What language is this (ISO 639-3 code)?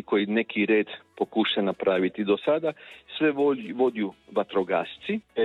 hrv